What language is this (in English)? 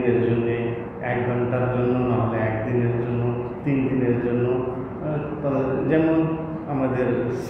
Bangla